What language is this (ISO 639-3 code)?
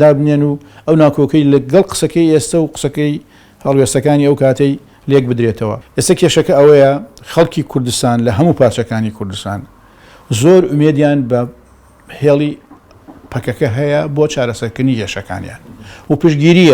ckb